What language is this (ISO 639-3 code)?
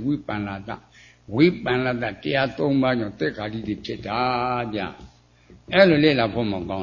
mya